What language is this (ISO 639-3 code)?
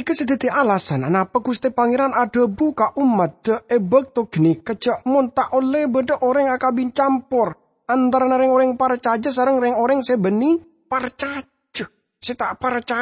mad